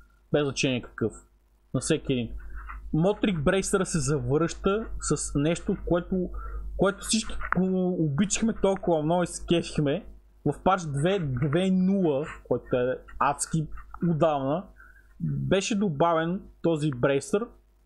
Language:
Bulgarian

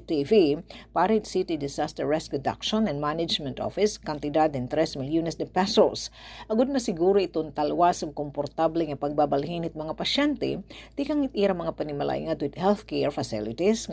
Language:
Waray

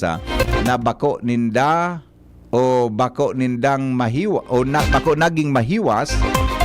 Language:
Bikol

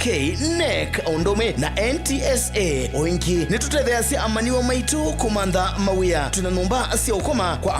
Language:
Kamba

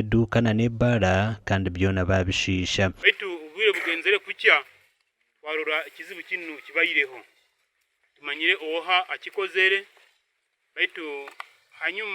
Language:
Nyankole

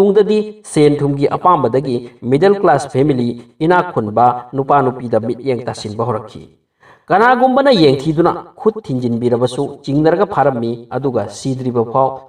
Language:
Manipuri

